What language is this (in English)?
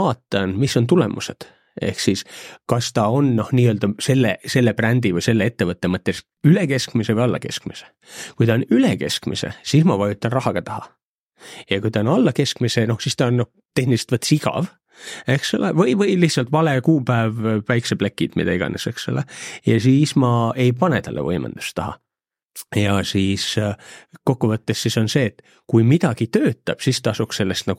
Estonian